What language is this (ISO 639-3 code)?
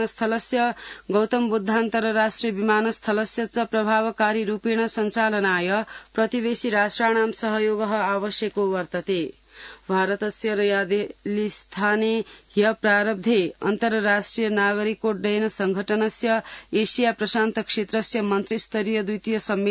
san